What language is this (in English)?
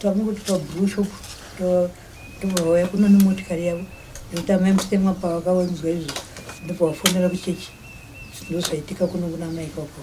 Shona